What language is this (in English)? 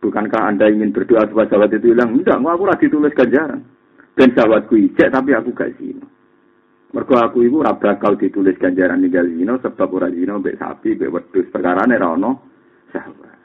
Javanese